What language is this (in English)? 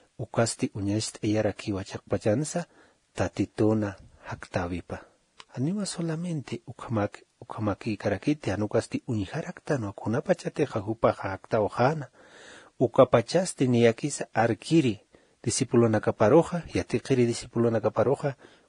Aymara